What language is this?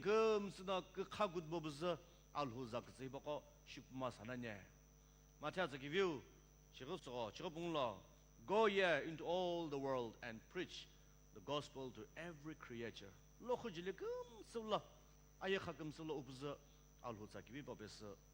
Sumi Naga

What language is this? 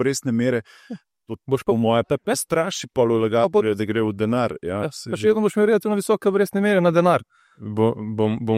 Slovenian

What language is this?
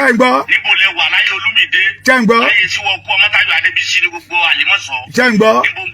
Yoruba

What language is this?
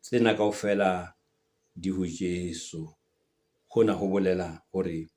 Southern Sotho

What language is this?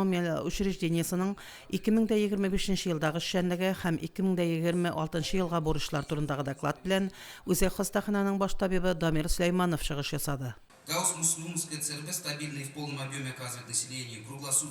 Tatar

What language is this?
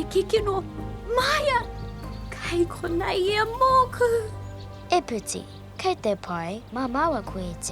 Māori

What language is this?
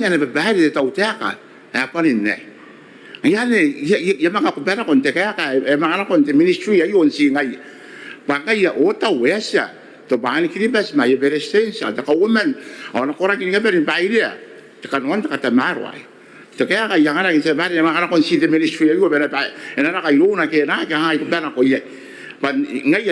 Gilbertese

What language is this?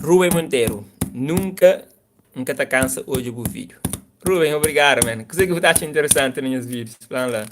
Kabuverdianu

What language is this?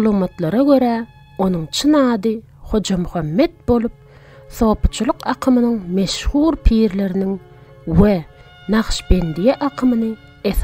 Turkmen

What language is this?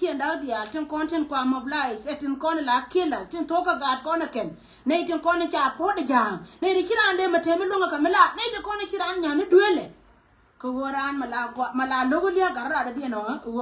Nuer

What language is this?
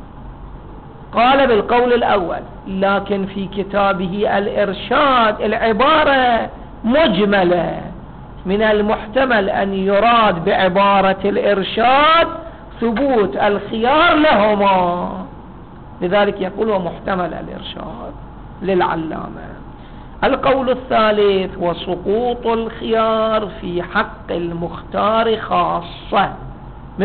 Arabic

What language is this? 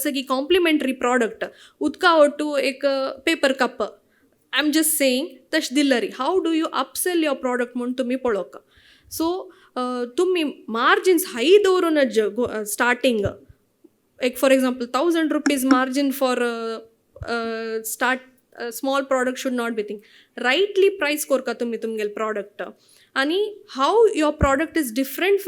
Konkani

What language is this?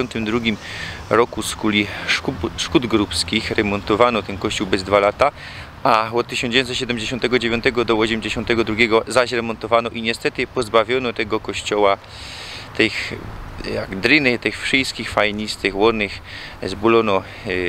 Silesian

